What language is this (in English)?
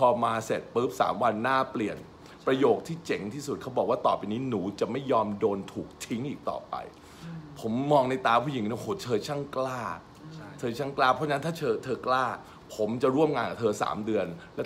Thai